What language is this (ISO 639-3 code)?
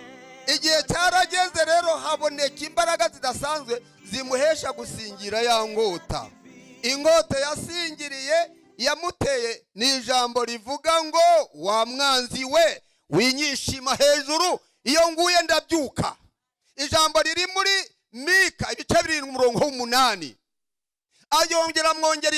kin